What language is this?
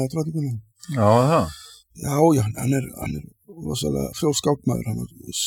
Icelandic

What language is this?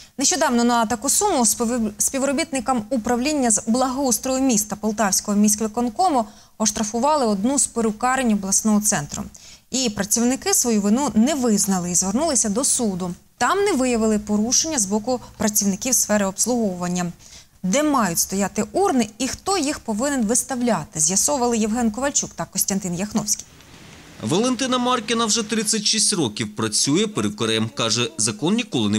Ukrainian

